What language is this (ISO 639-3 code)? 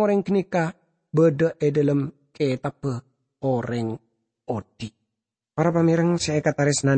mad